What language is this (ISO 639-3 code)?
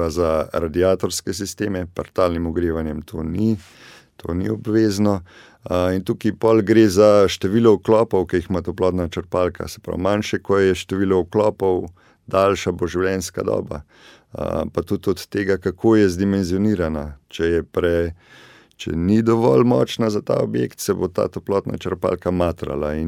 slv